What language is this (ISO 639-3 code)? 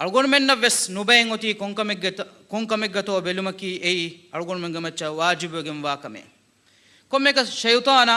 div